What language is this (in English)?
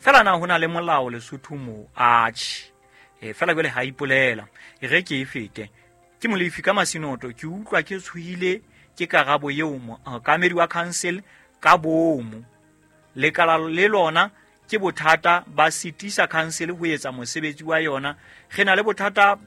Southern Sotho